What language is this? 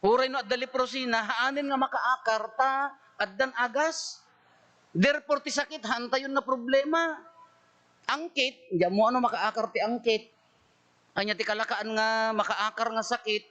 Iloko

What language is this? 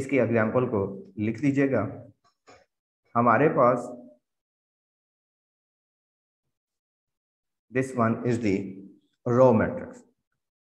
Hindi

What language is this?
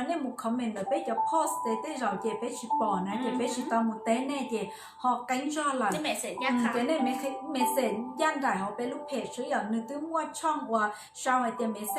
Hmong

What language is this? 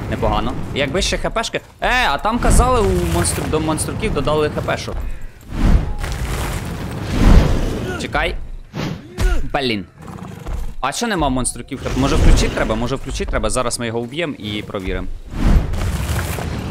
Ukrainian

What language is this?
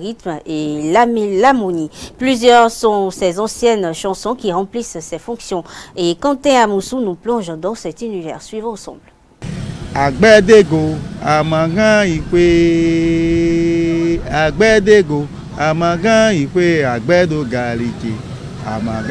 French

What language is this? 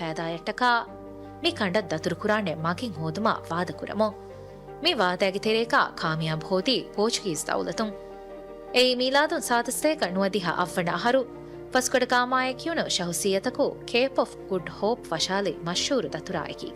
Divehi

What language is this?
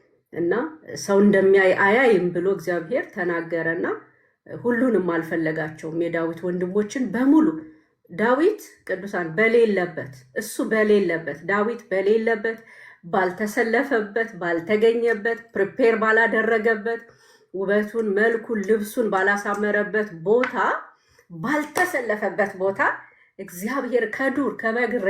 Amharic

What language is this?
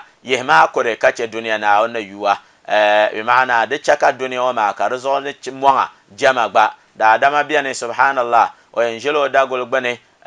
Dagbani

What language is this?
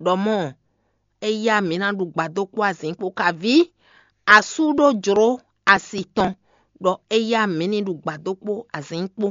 Fon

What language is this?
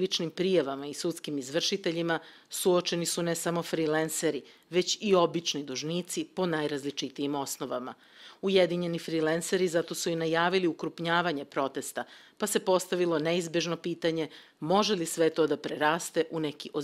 Serbian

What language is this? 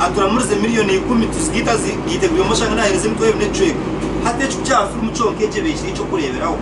Nyankole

